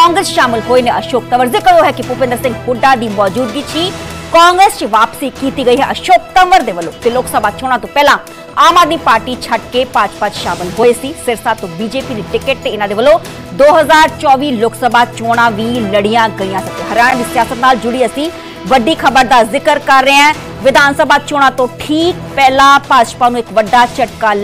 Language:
Punjabi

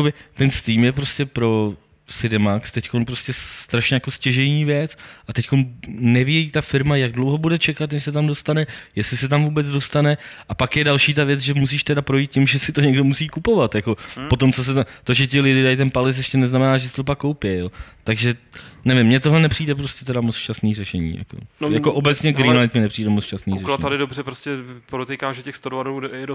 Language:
Czech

